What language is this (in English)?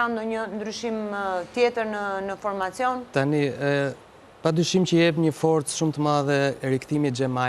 Albanian